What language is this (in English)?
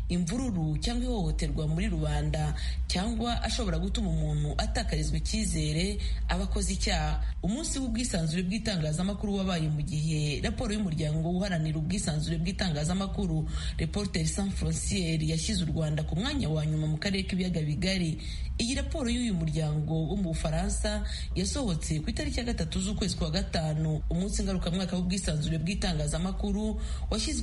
Kinyarwanda